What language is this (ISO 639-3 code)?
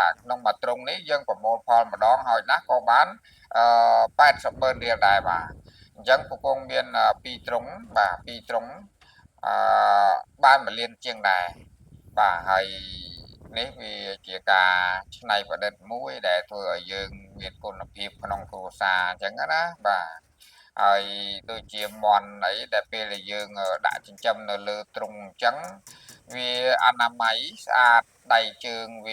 khm